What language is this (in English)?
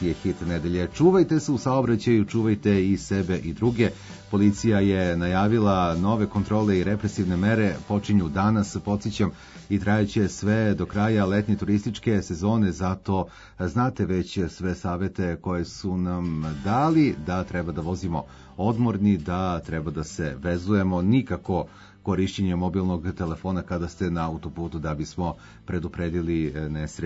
Serbian